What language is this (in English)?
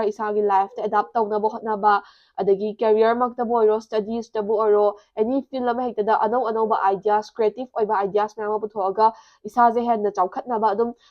Manipuri